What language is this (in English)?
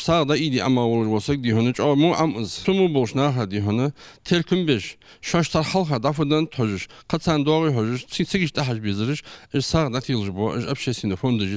Ingush